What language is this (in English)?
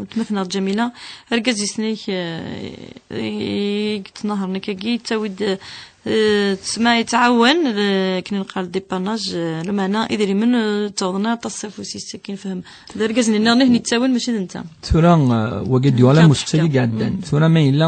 Kabyle